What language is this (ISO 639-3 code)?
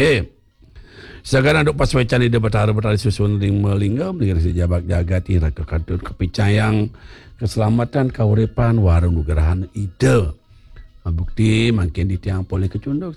ban